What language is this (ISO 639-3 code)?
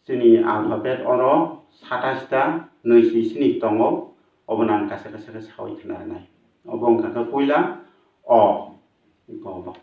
trp